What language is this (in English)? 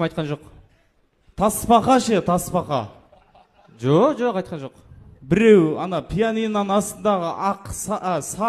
Kazakh